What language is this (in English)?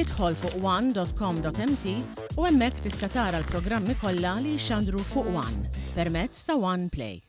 Maltese